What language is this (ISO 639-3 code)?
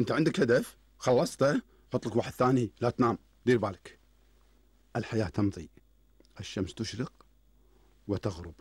afb